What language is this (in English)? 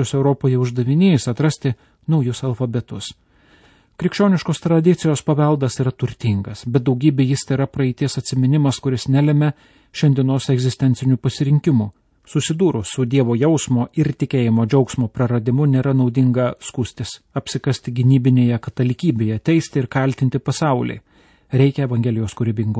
Lithuanian